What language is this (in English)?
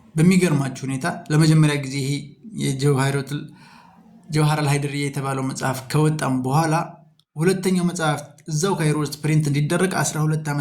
Amharic